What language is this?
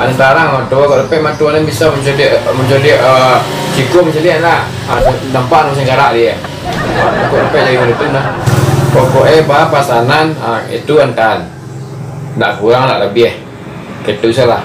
Minangkabau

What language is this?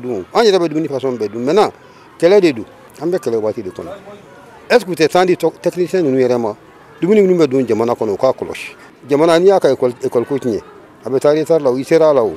Bambara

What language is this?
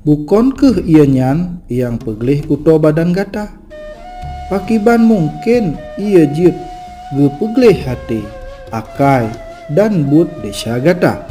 Achinese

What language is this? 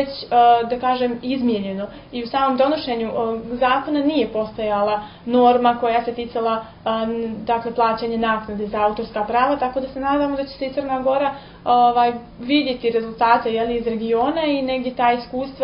Serbian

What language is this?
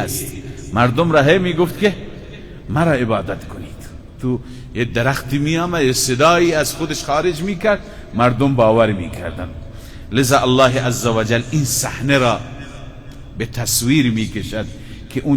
Persian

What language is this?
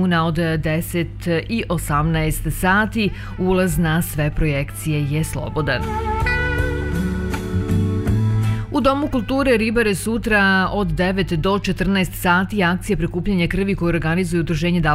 Serbian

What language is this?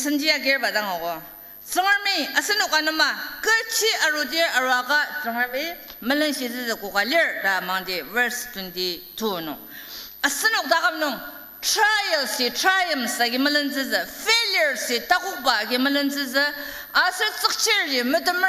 Ao Naga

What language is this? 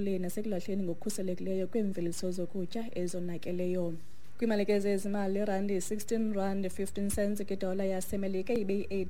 Xhosa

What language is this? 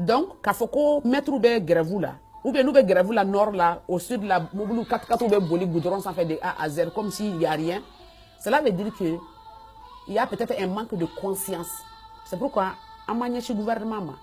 Bambara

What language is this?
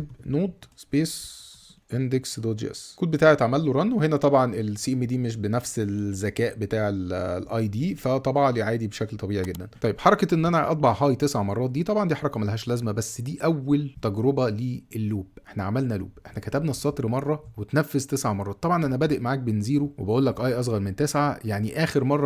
Egyptian Arabic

